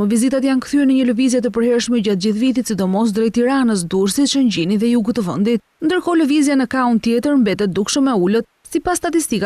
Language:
Albanian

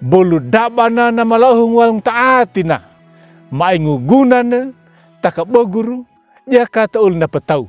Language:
Anakalangu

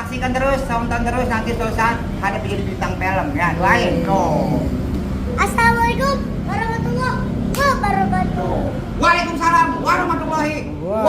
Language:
Betawi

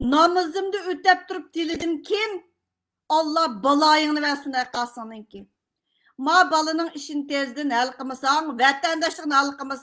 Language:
Uyghur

